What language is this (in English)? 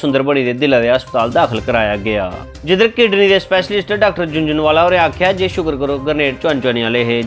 Dogri